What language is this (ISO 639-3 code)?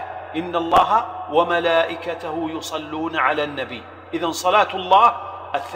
ara